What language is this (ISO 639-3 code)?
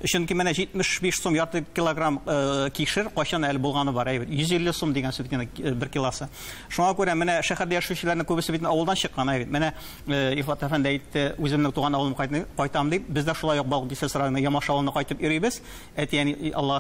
tat